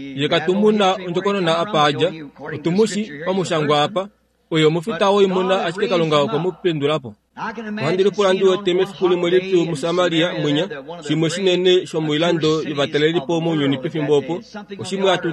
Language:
Kuanyama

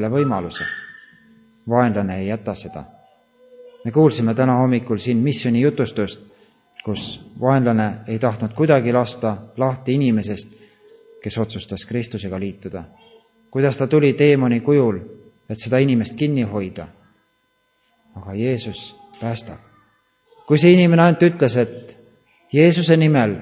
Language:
Estonian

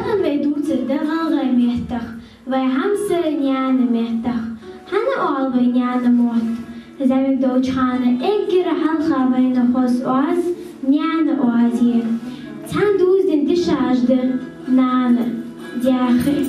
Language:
Ingush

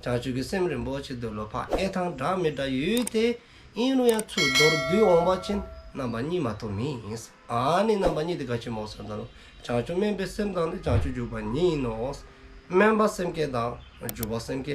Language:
Dzongkha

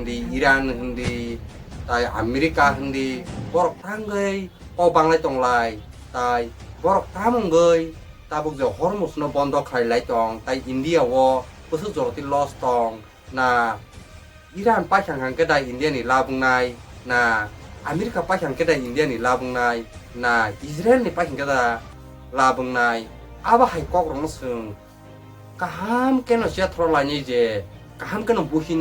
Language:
Kok Borok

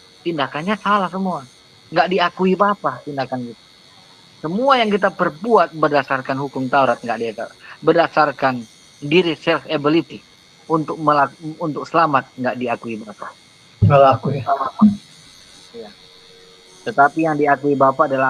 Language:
Indonesian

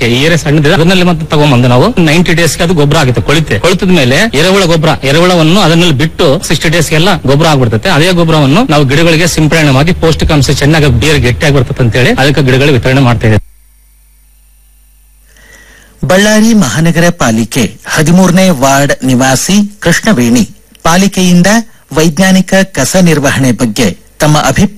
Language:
Kannada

